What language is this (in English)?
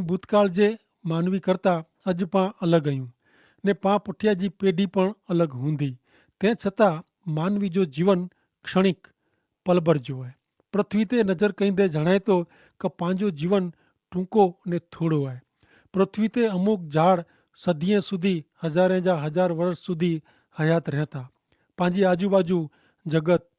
Kachhi